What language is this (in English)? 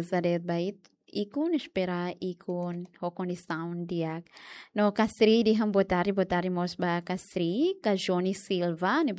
Tetum